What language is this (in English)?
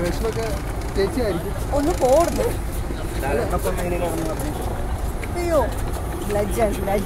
Malayalam